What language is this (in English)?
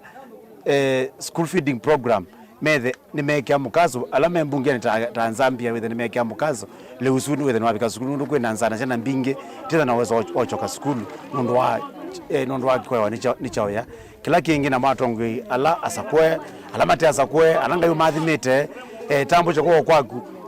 Kamba